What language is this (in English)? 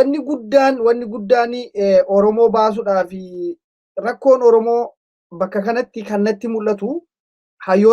Oromo